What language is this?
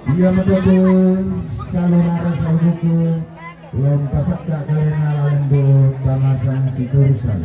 Toraja-Sa'dan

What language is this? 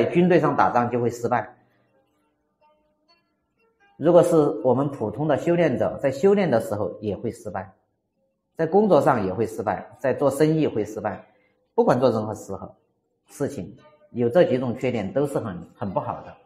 Chinese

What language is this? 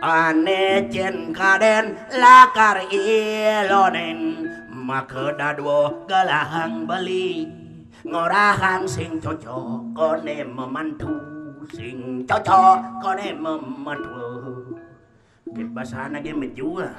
Balinese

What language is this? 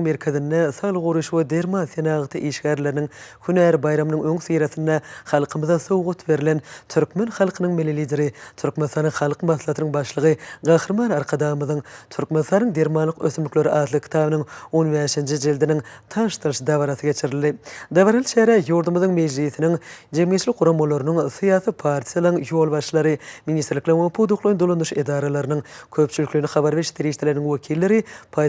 Turkmen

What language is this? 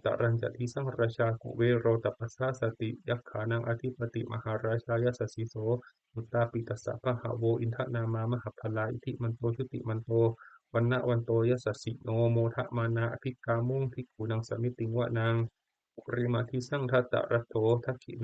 Pali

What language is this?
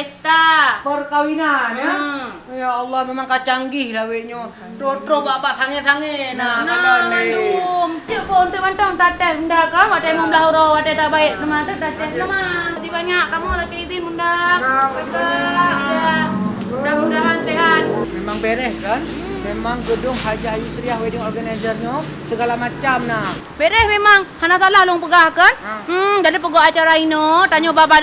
Achinese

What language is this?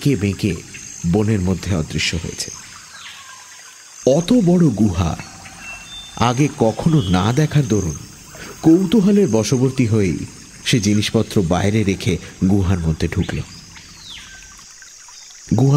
Bangla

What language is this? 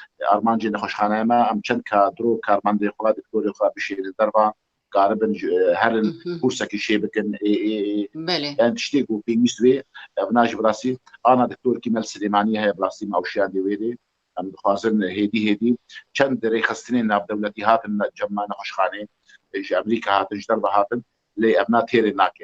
Kurdish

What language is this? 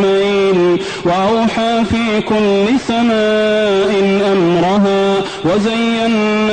Arabic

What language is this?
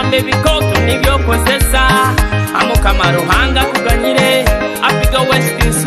Nyoro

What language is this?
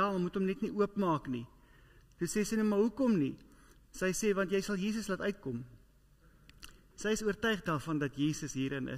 Afrikaans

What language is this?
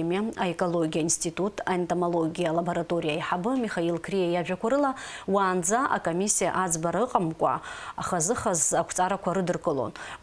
Abkhazian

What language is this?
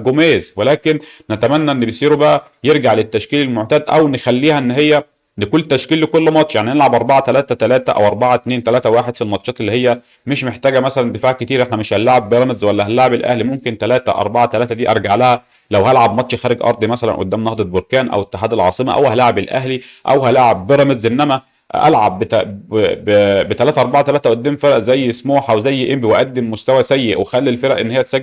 Egyptian Arabic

